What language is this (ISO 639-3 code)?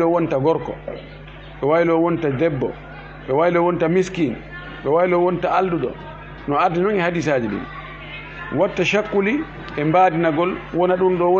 ful